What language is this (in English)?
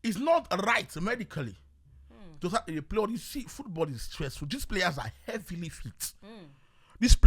Nigerian Pidgin